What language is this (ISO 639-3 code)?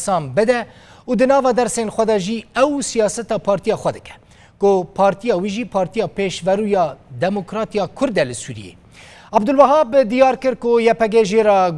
kur